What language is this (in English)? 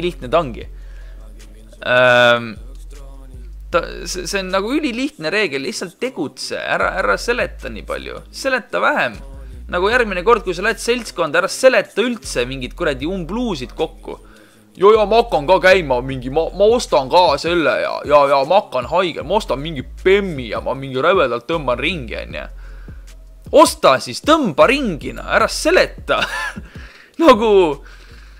Estonian